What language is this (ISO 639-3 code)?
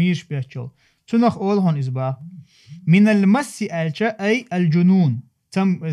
che